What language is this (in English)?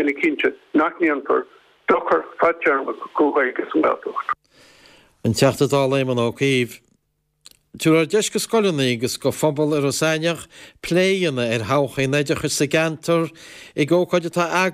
Irish